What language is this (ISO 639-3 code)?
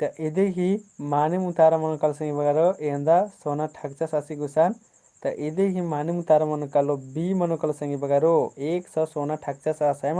kru